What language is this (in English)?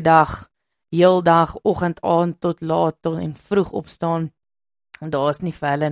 Afrikaans